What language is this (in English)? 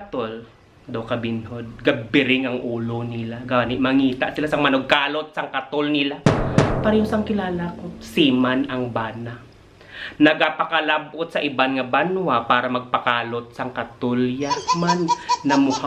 Hiligaynon